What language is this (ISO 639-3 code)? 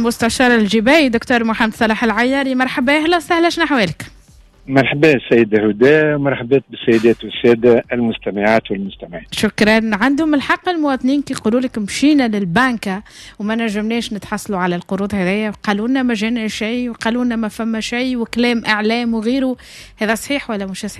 aeb